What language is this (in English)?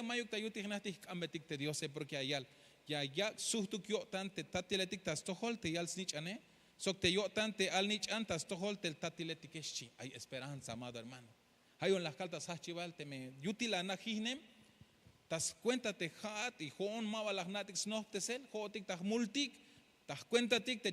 Tzeltal